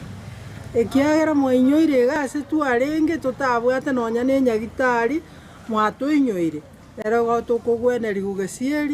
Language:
Gusii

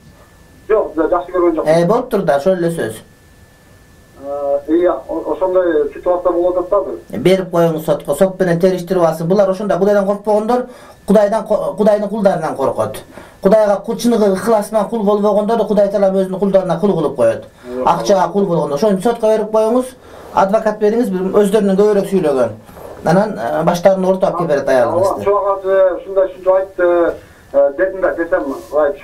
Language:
Kyrgyz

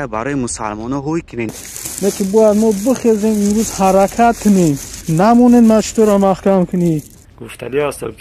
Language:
Tajik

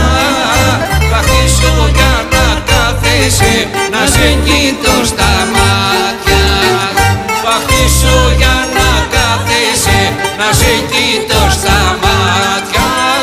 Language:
Greek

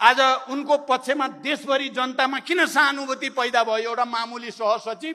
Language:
Nepali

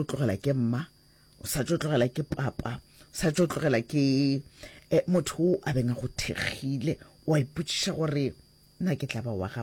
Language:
Northern Sotho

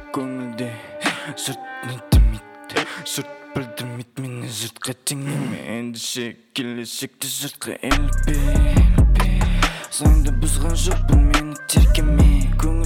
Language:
Kazakh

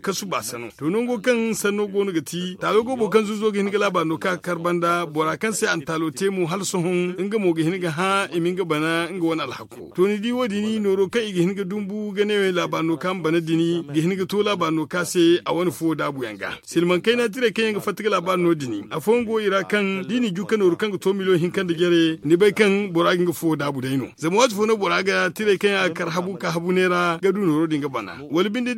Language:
Zarma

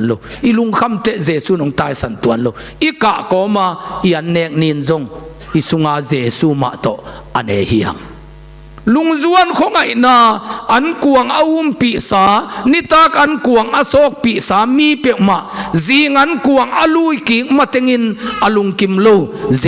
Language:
Tedim Chin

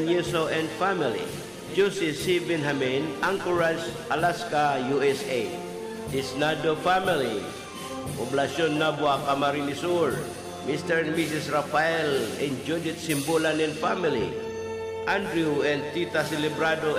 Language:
Bikol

